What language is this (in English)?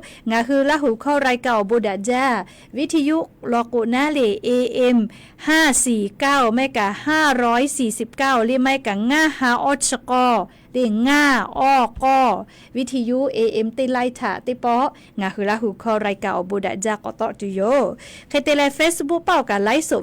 Lahu